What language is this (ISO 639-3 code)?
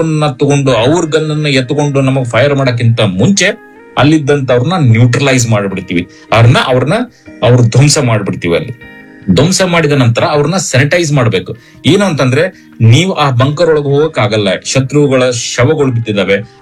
kan